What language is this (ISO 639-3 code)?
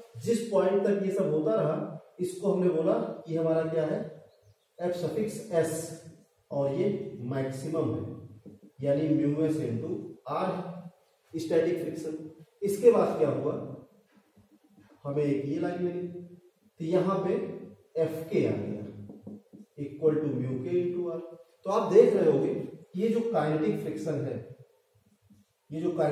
hin